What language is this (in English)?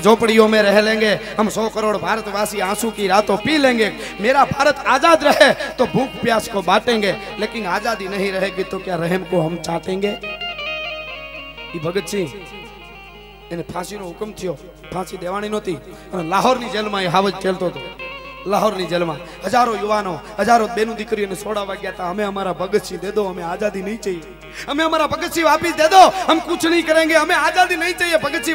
Gujarati